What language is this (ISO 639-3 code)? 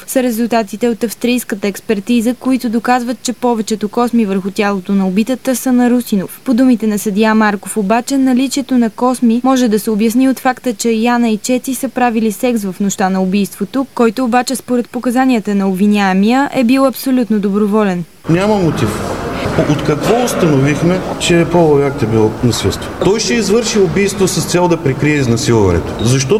bul